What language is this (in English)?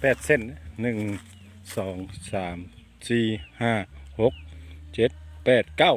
Lao